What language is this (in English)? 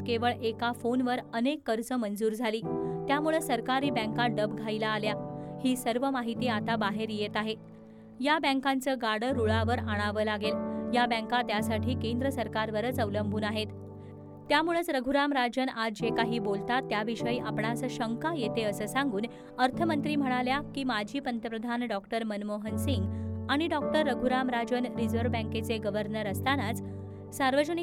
Marathi